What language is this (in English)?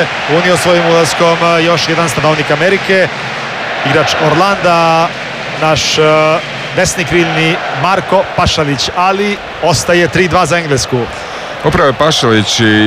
Croatian